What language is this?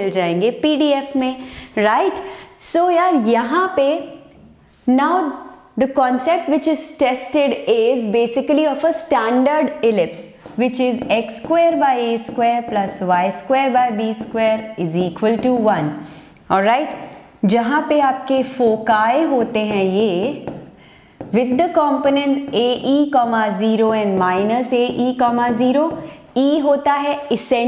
Hindi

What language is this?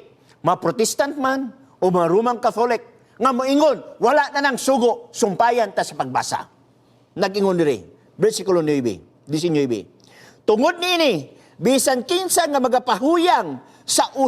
Cebuano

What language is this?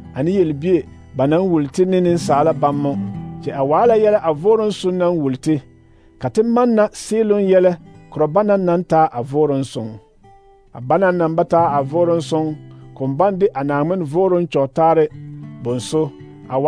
Southern Dagaare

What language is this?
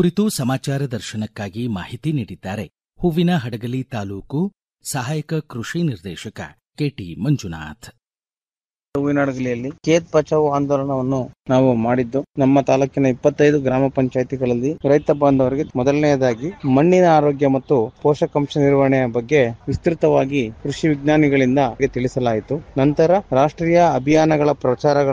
Kannada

